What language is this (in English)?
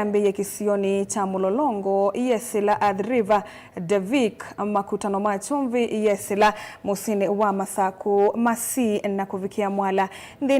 Kamba